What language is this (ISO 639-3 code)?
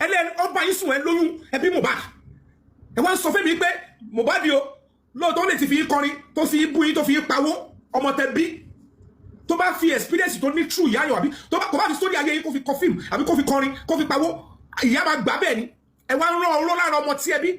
yor